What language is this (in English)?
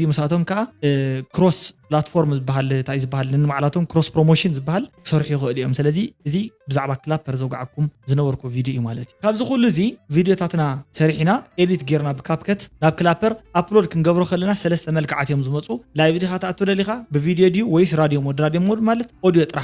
Tigrinya